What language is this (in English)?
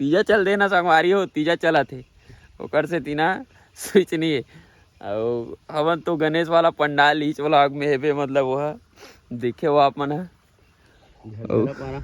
Chhattisgarhi